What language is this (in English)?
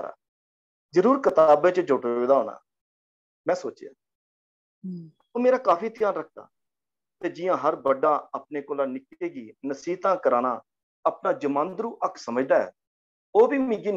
Dogri